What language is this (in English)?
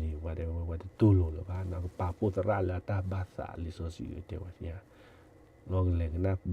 S'gaw Karen